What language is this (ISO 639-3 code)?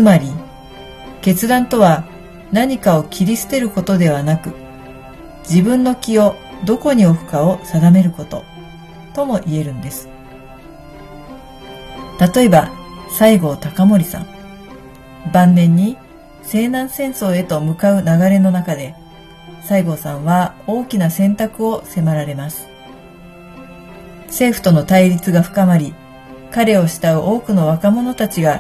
jpn